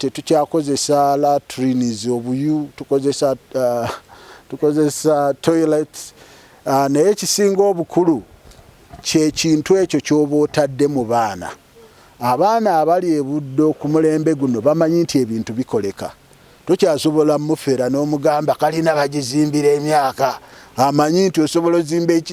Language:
Ganda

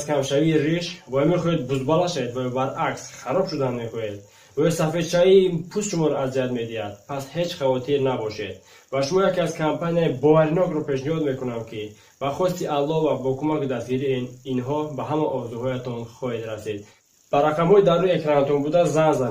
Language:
Tajik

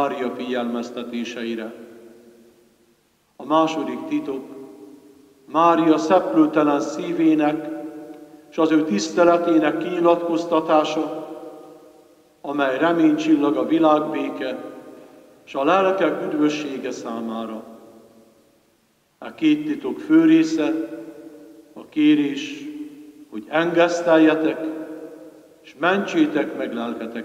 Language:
Hungarian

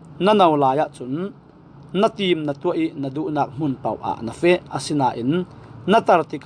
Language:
Falam Chin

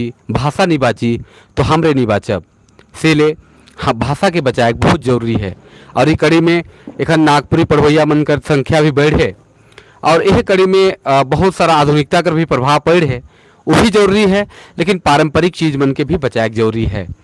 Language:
Sadri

